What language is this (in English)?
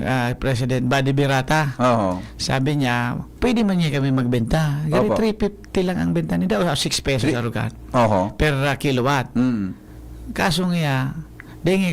Bikol